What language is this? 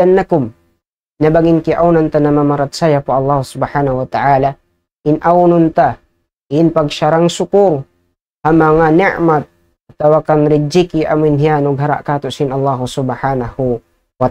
Tausug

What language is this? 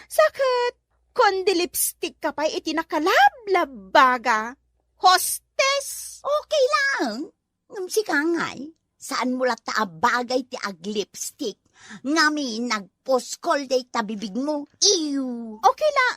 Iloko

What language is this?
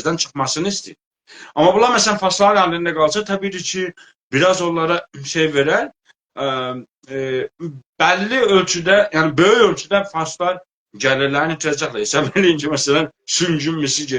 South Azerbaijani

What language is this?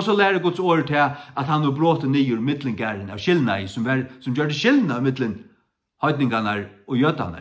Faroese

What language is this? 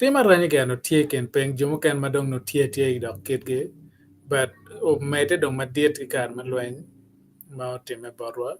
Acoli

